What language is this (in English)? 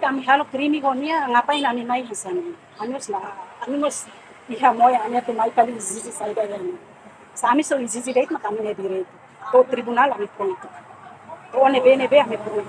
Tetum